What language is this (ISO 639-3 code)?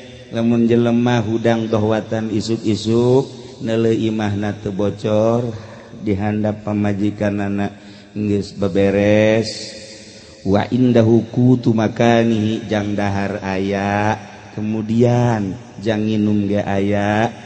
sun